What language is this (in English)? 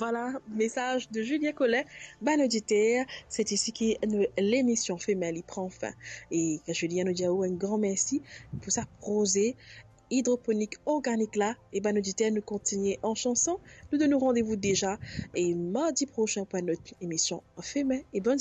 Morisyen